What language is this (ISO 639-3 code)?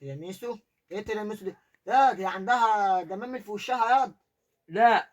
arz